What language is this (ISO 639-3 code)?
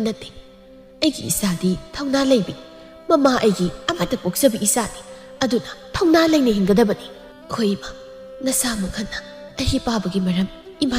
mni